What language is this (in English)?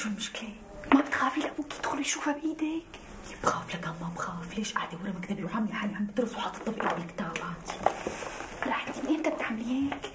North Levantine Arabic